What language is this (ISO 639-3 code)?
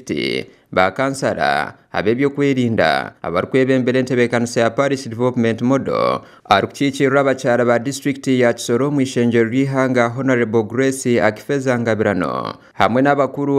nyn